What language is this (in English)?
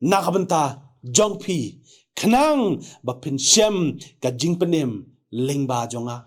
Khasi